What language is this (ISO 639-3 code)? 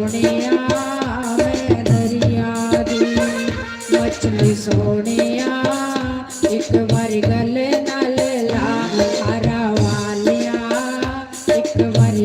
doi